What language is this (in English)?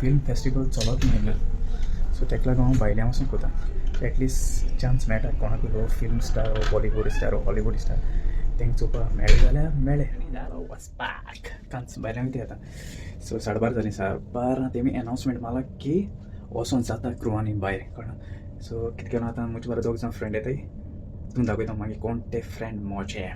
Konkani